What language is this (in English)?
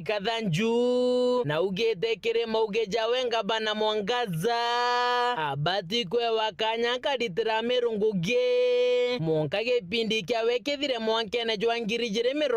Meru